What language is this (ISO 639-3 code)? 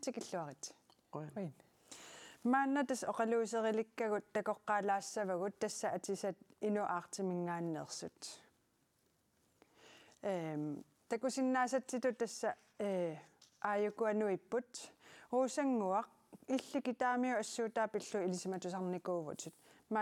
kal